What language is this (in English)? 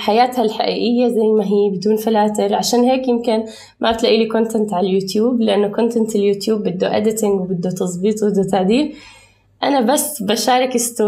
North Levantine Arabic